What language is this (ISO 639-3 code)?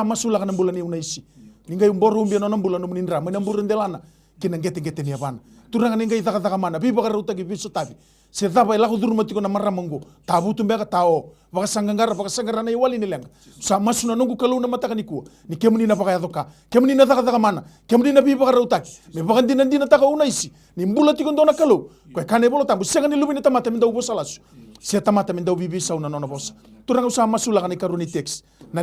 fij